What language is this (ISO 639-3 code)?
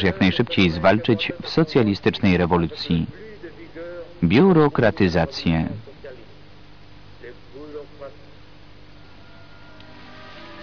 pol